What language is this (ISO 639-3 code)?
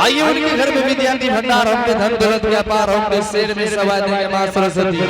anp